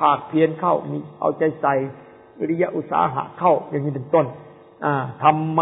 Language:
Thai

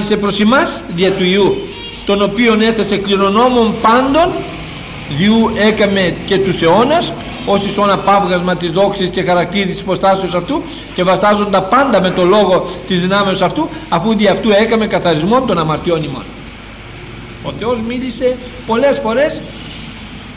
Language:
Greek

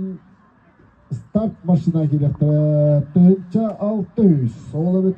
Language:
Yakut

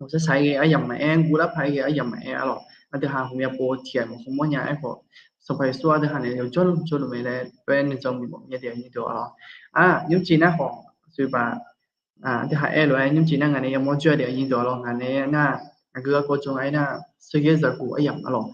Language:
Akha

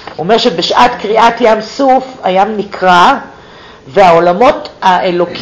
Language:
Hebrew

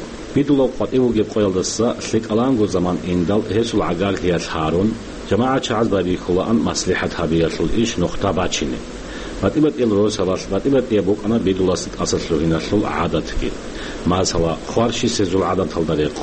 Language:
Avaric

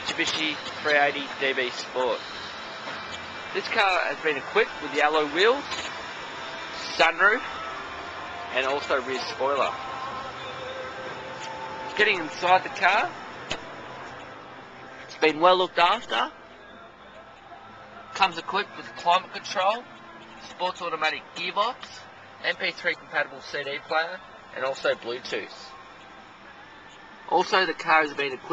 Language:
English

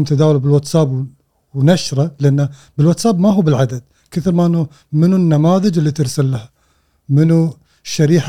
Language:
Gulf Arabic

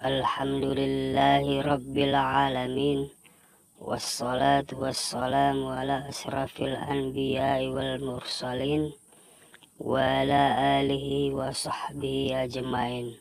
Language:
Buginese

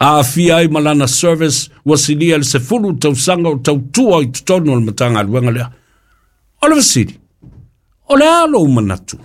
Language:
Samoan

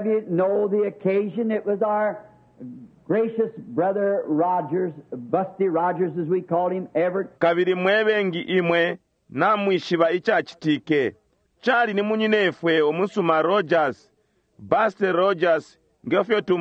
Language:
Bemba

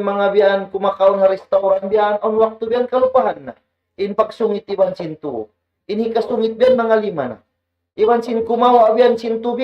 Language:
Tausug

